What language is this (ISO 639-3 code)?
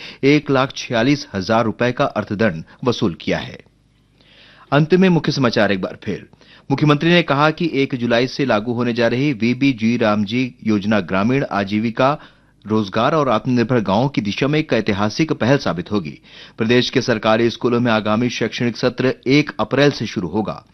hin